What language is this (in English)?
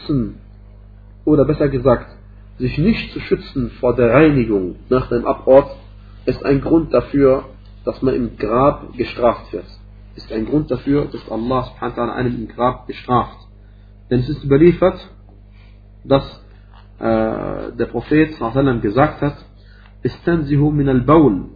German